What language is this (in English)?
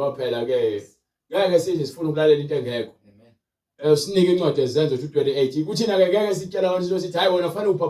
Zulu